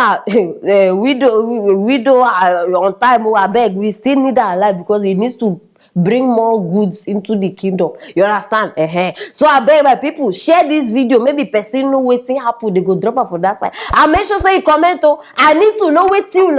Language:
Nigerian Pidgin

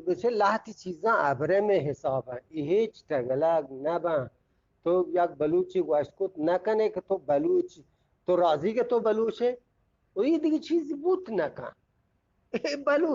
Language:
Eastern Balochi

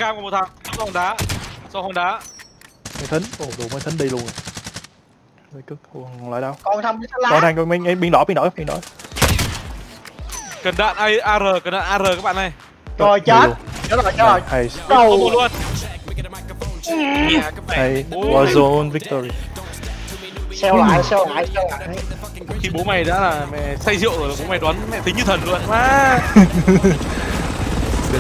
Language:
Vietnamese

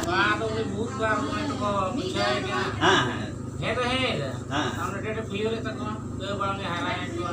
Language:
Santali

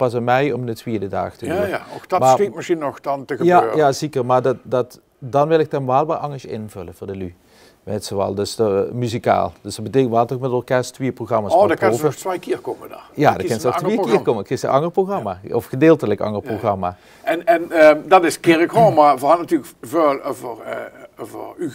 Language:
Limburgish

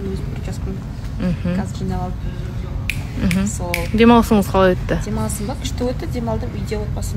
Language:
Kazakh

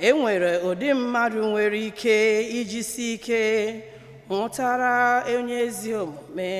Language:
Igbo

